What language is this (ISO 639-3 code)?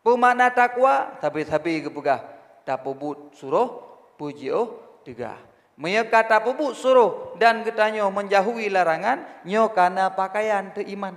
ace